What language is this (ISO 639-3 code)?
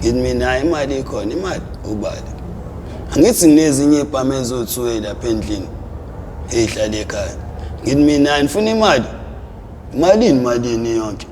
zul